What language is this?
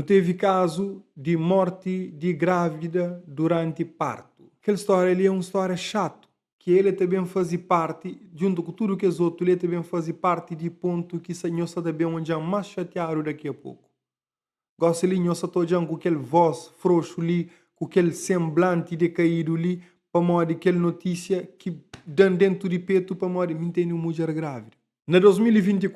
Kabuverdianu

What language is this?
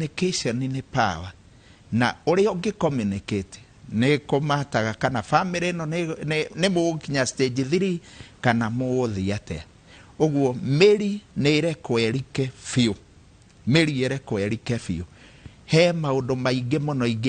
Kikuyu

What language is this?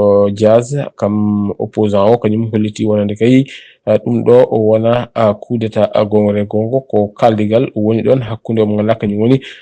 Fula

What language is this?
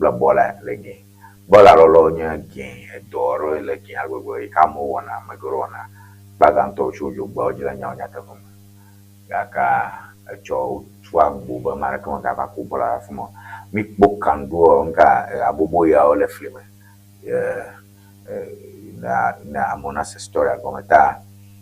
Ewe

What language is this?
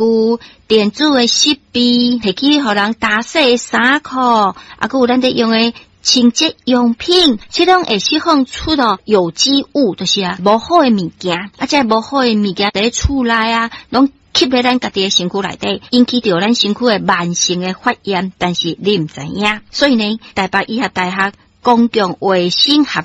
Min Nan Chinese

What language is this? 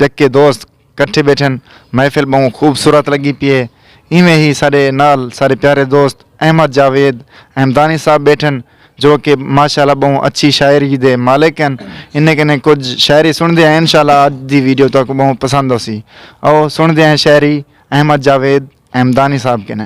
Saraiki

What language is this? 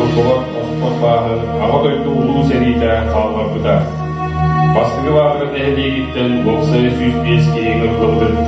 Yakut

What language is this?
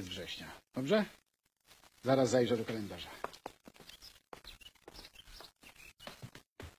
Polish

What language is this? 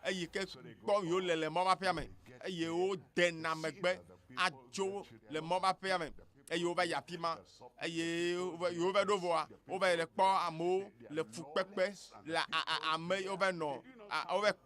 Ewe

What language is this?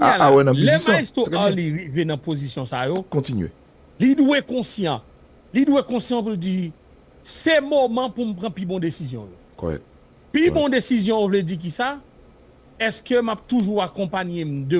Haitian Creole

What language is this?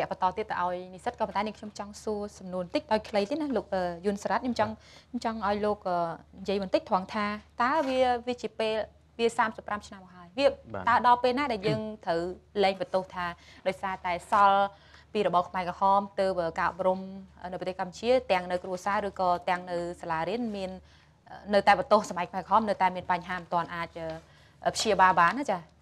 Khmer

